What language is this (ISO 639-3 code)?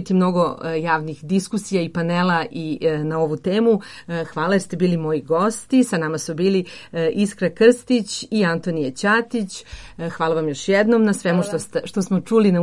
srp